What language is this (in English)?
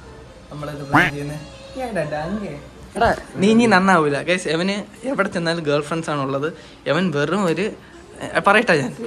Malayalam